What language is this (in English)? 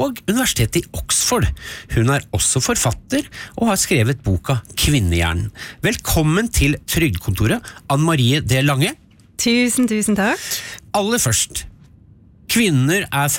Norwegian